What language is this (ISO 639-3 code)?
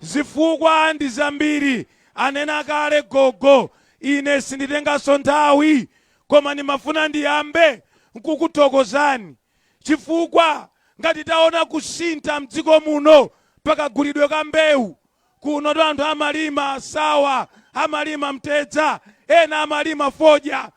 nya